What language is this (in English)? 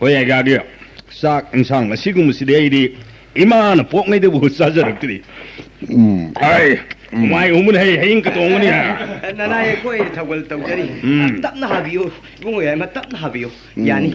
Manipuri